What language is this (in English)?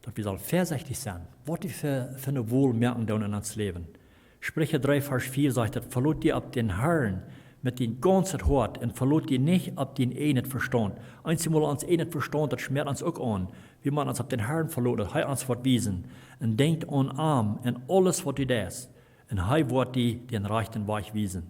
Plautdietsch